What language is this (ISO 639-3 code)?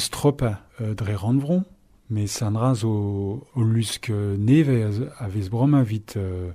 bre